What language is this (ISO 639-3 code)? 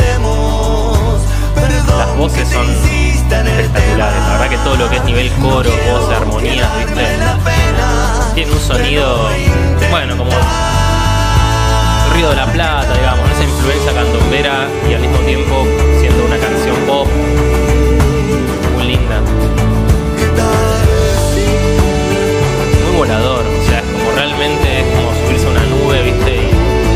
spa